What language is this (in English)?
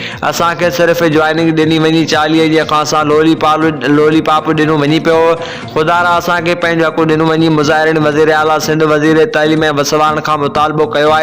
Sindhi